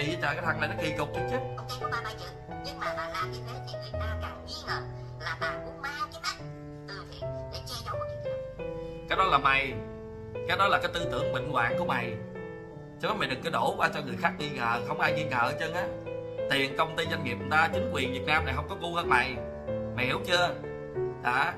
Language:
Vietnamese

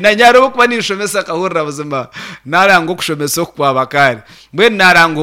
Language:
Nyankole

